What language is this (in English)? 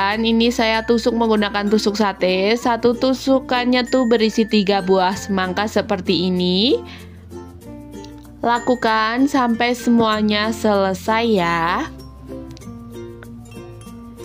Indonesian